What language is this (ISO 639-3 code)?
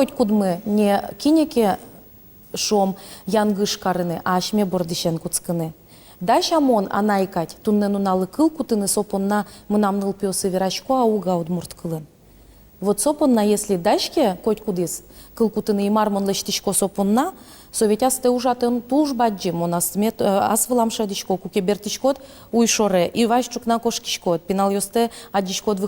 udm